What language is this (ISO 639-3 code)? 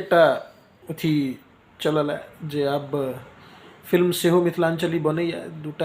mai